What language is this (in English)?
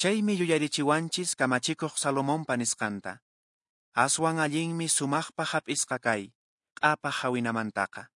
Quechua